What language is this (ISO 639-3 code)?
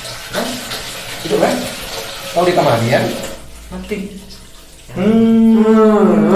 min